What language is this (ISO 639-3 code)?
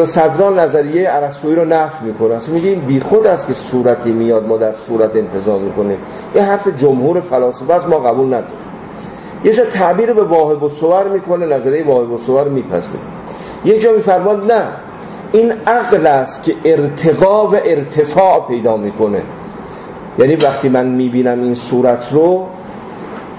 fas